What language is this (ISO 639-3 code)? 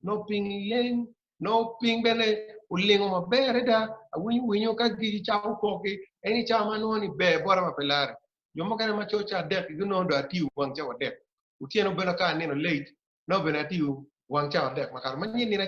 ach